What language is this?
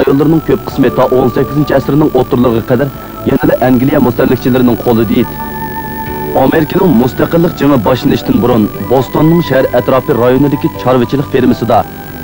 Uyghur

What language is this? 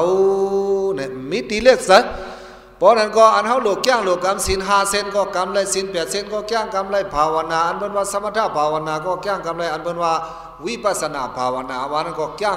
Shan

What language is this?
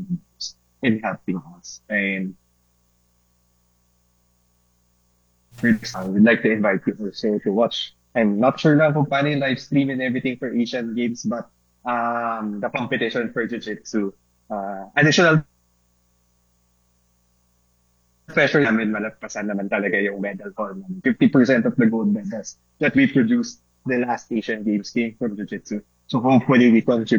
Filipino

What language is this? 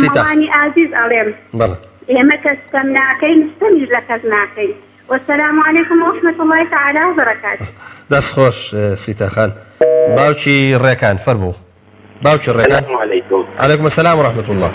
Central Kurdish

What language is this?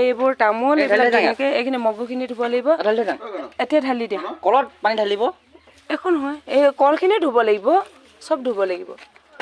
Assamese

